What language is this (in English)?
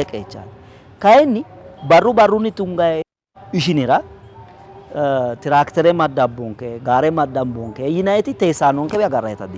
Sidamo